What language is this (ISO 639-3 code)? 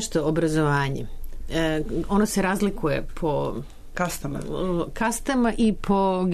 srp